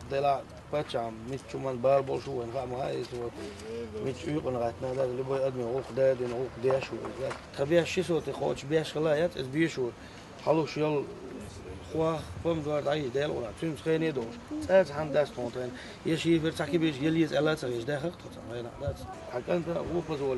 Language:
Chechen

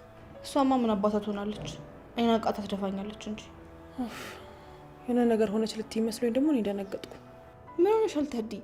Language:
Amharic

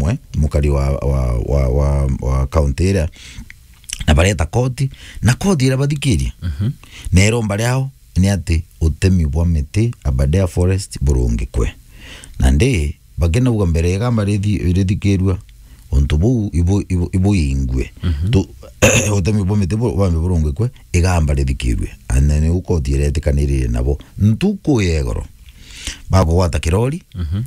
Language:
Meru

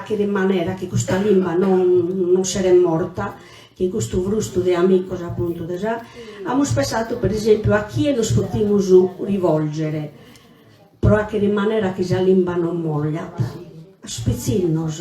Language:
Sardinian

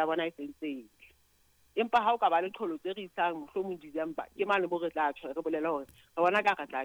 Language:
Southern Sotho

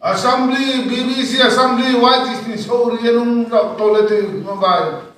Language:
Riang (India)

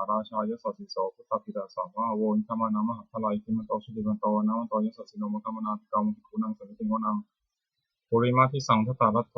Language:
Pali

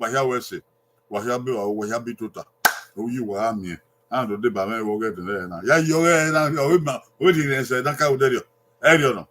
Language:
Bini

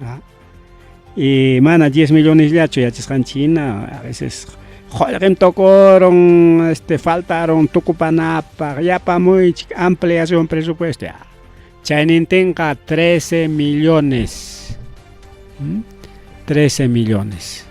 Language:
Ayacucho Quechua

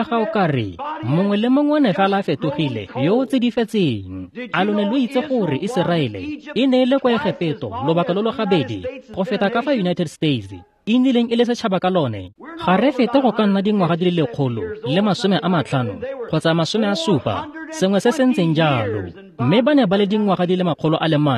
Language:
Tswana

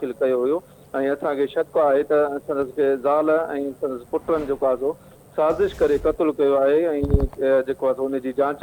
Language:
Sindhi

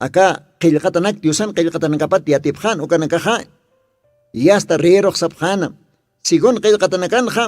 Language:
Aymara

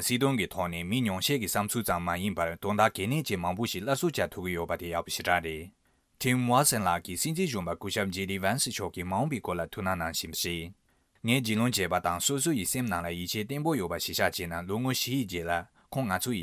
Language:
Tibetan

